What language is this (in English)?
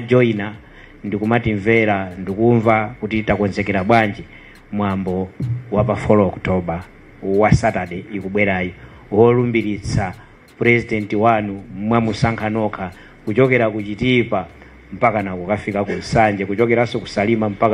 Nyanja